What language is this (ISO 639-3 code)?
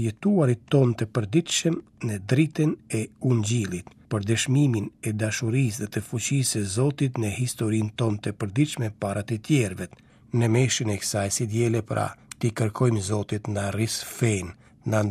sqi